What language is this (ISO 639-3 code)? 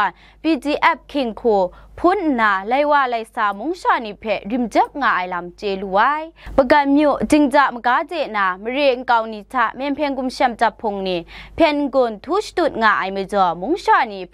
kac